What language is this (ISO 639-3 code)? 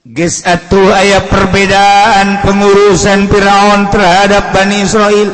sun